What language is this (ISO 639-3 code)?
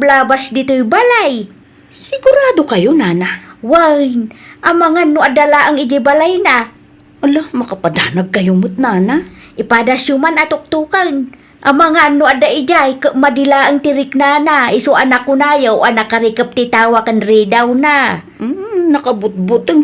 ilo